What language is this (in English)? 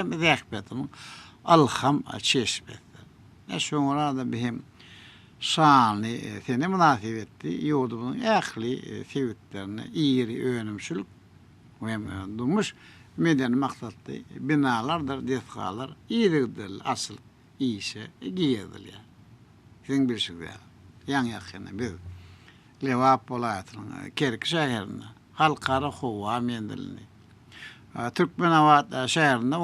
Turkmen